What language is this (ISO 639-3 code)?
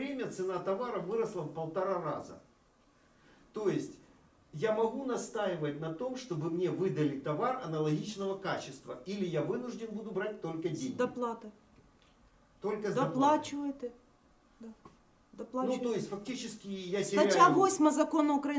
ukr